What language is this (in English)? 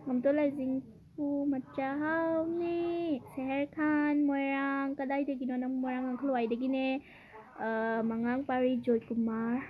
Manipuri